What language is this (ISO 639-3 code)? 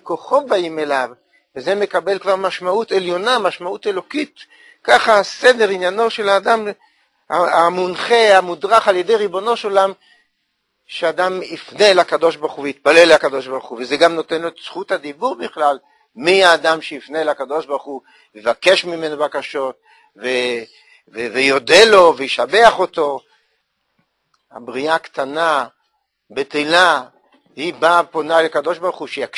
heb